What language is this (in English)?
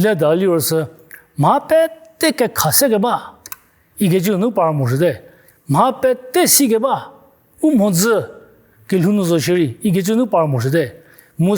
Angami Naga